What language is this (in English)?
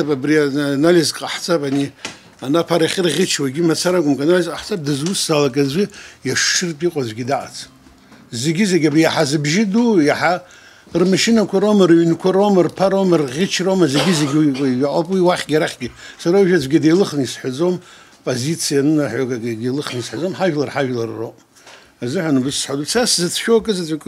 Abkhazian